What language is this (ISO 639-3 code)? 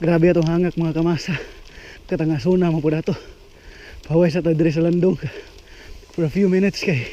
ceb